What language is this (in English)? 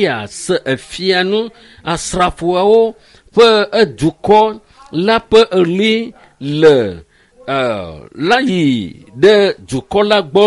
Ewe